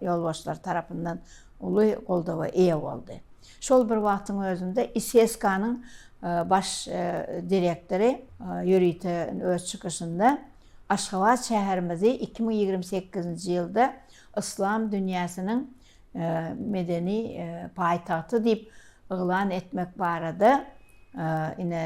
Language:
Turkmen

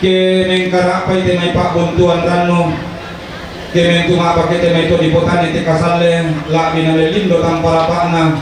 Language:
Toraja-Sa'dan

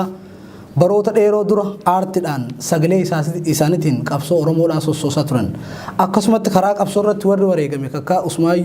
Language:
Oromo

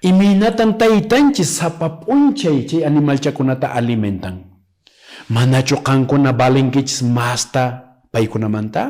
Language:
Quechua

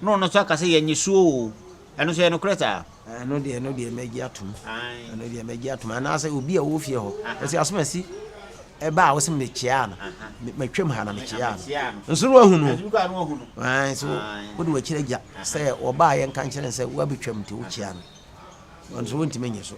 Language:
Akan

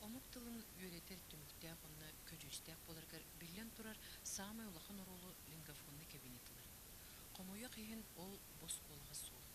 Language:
Yakut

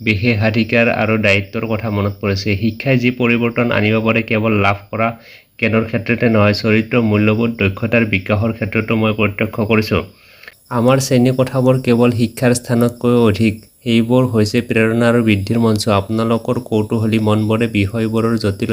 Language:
Assamese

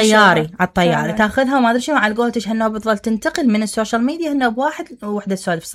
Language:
Mesopotamian Arabic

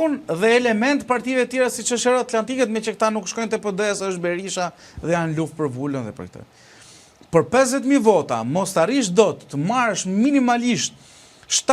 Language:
Albanian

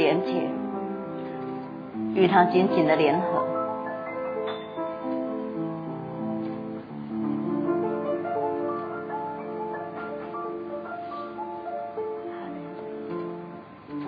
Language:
Chinese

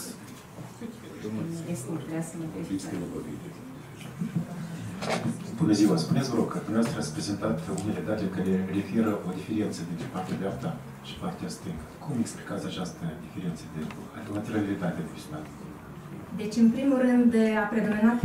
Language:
Romanian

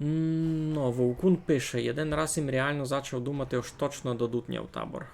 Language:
Rusyn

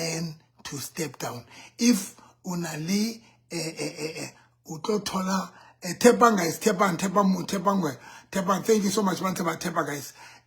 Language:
Southern Sotho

